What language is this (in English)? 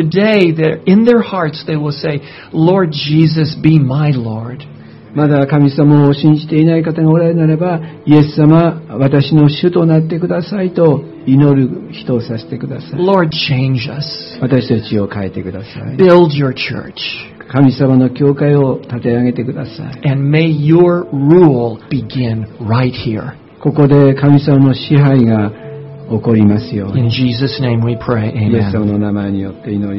Japanese